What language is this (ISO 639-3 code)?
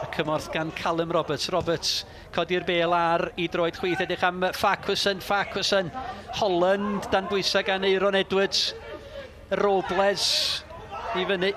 cym